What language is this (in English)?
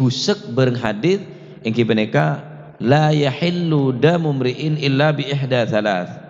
Madurese